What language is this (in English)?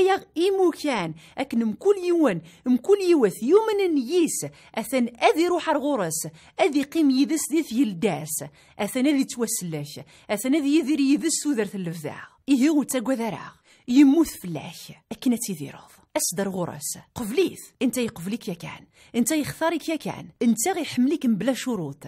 Kabyle